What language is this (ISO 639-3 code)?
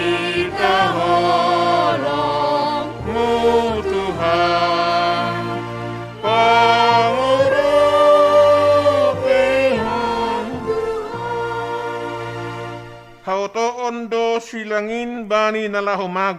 bts